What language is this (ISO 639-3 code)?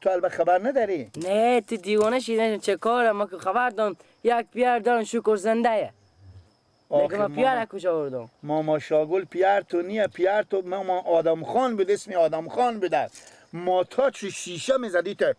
fas